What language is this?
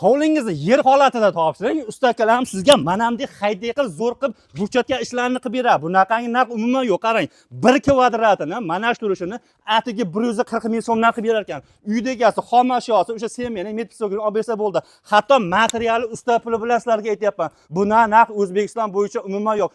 Uzbek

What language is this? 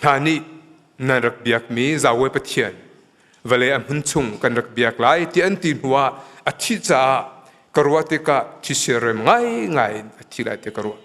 Hakha Chin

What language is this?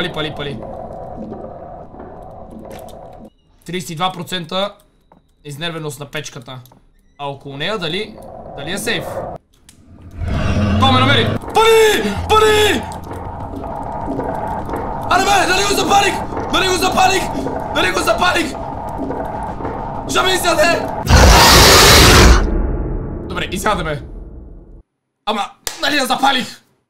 Bulgarian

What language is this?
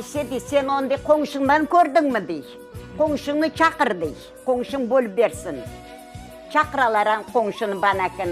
Crimean Tatar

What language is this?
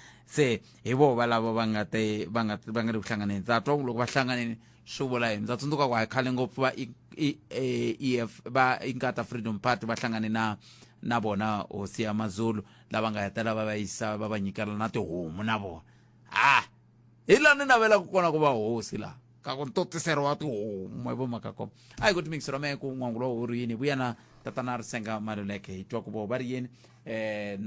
Tsonga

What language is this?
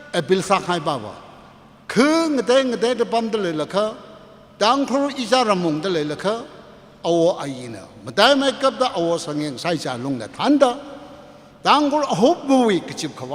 Tangkhul Naga (India)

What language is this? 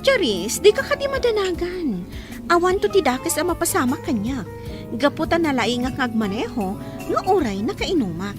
Iloko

